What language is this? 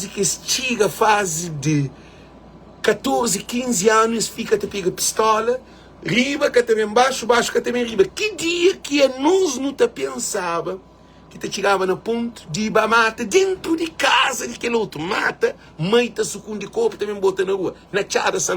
Kabuverdianu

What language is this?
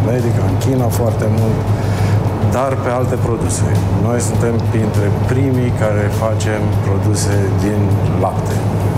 Romanian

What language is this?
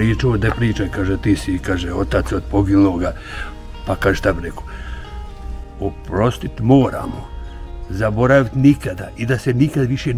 Bosnian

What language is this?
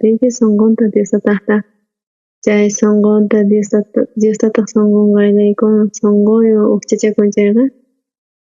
South Bolivian Quechua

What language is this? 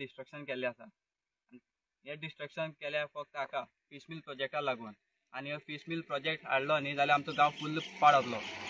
Konkani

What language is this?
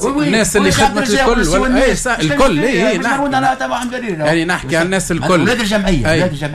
Tunisian Arabic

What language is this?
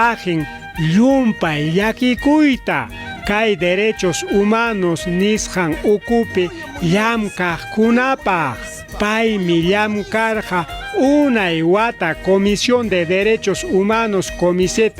Ayacucho Quechua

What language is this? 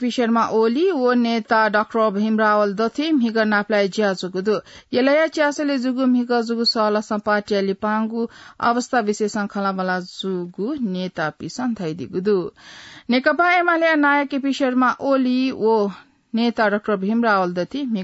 Newari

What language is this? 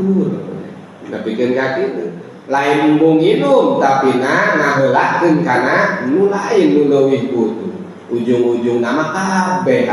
Sundanese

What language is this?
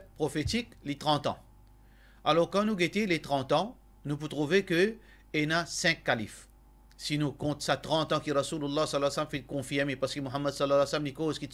Morisyen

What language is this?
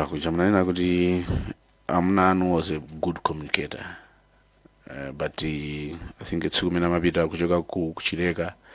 Nyanja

